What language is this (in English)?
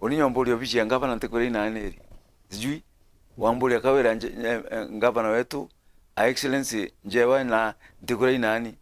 Meru